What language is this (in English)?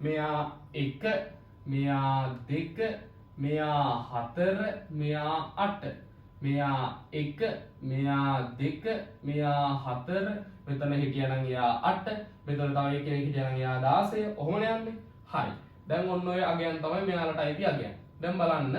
Sinhala